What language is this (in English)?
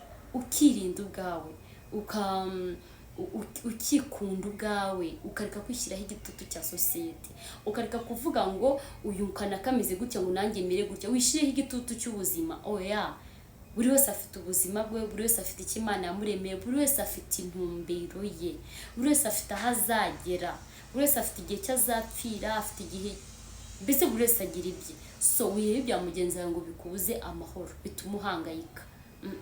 Kinyarwanda